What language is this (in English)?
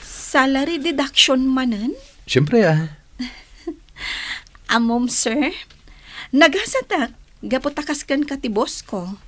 Iloko